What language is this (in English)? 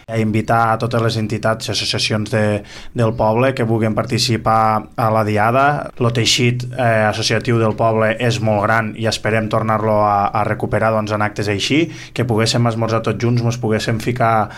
Catalan